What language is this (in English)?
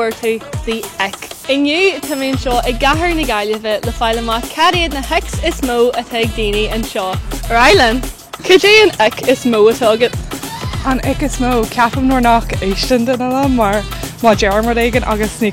Irish